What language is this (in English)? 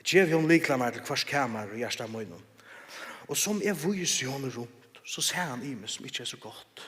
Faroese